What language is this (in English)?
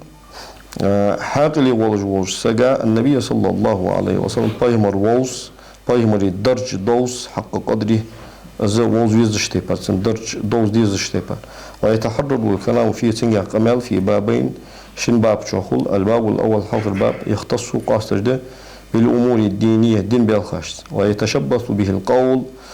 Ingush